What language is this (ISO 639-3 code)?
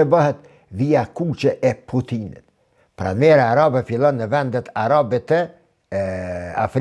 sqi